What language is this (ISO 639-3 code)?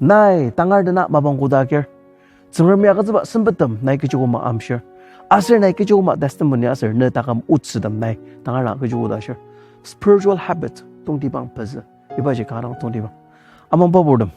njo